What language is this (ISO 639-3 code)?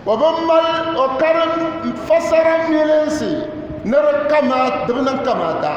dag